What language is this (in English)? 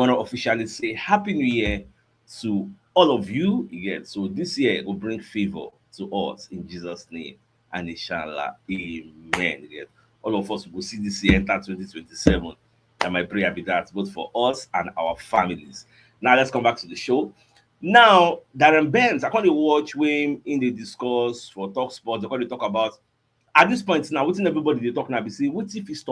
Nigerian Pidgin